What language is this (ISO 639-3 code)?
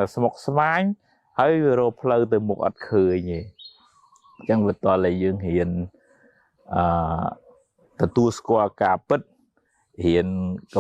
khm